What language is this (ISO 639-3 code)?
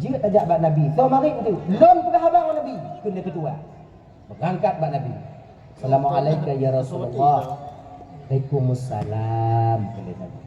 ace